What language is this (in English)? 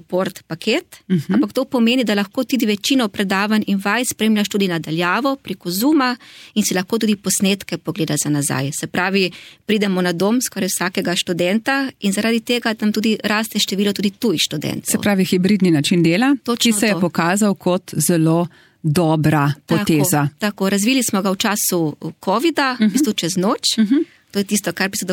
Slovenian